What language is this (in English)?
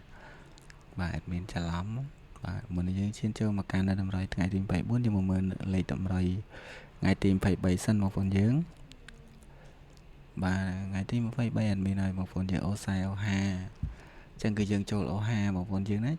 Khmer